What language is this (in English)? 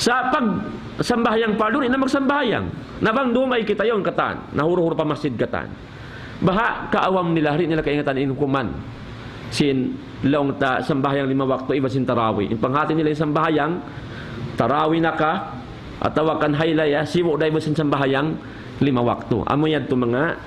Tausug